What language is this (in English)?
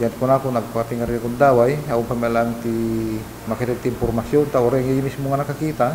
Iloko